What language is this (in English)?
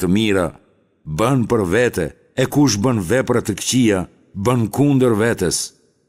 Albanian